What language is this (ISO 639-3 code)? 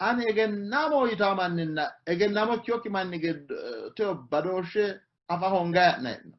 sid